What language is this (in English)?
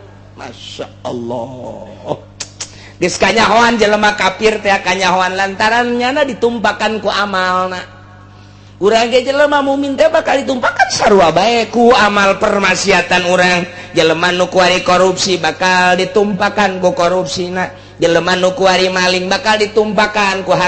Sundanese